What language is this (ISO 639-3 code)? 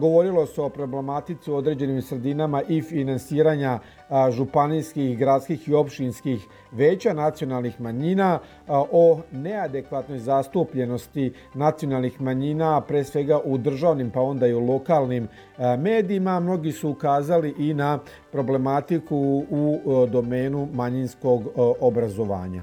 srp